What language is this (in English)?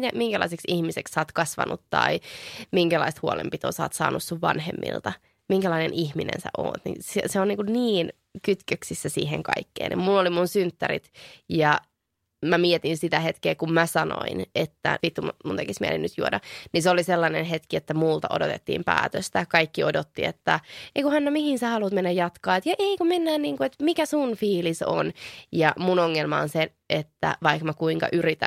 Finnish